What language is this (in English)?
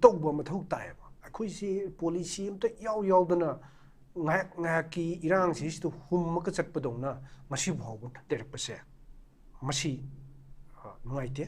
Manipuri